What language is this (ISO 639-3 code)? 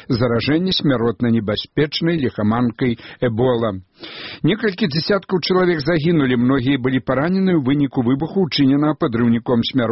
bel